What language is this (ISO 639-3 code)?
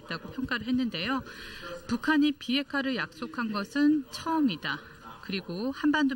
kor